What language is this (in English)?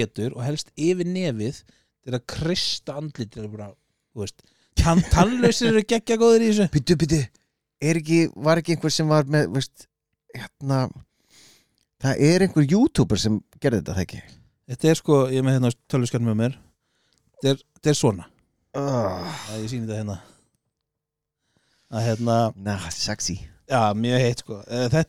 Icelandic